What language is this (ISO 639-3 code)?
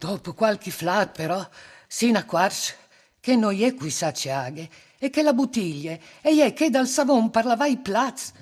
fur